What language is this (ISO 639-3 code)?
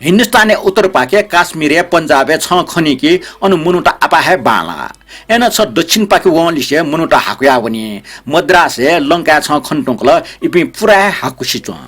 new